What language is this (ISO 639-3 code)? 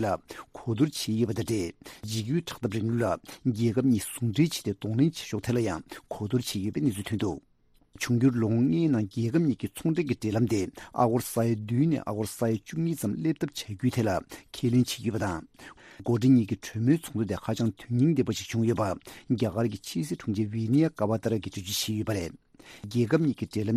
bod